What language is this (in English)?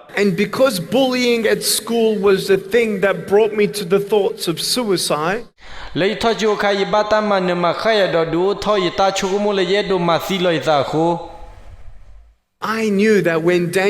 S'gaw Karen